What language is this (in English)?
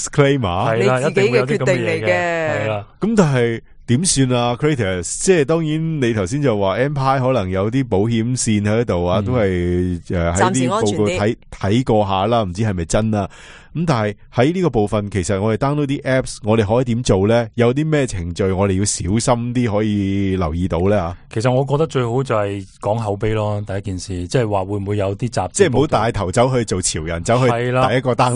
Cantonese